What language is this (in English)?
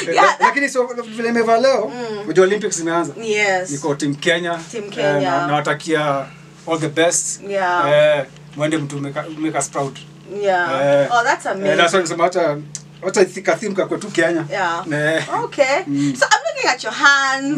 Swahili